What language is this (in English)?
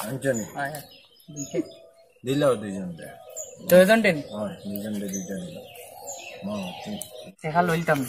Sylheti